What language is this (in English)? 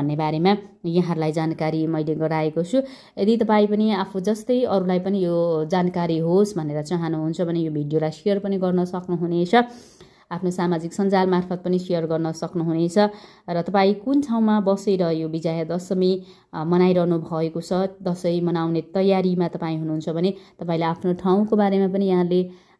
Nepali